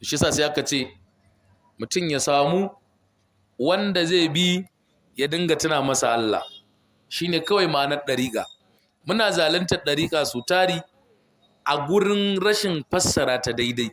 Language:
Hausa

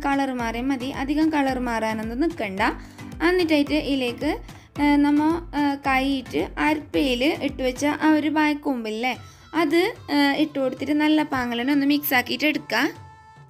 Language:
Malayalam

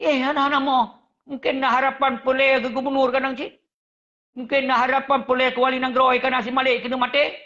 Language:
Achinese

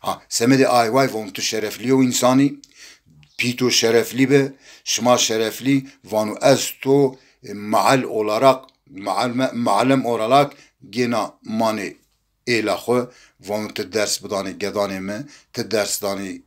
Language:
Zaza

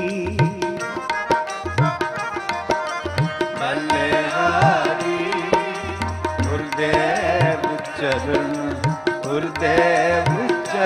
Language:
Punjabi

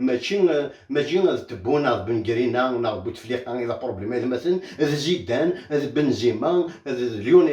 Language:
Kabyle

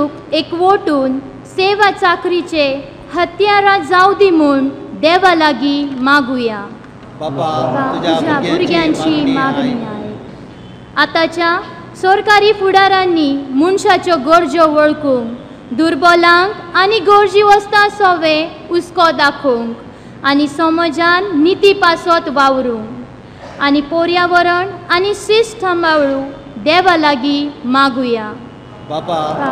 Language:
Konkani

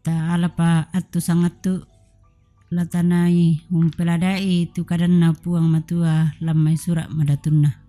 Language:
Toraja-Sa'dan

